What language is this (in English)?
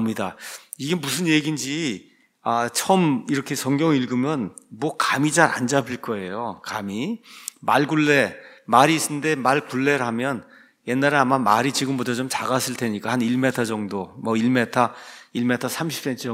Korean